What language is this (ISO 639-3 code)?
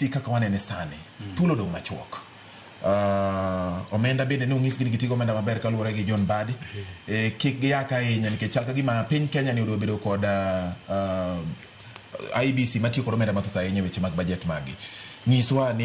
luo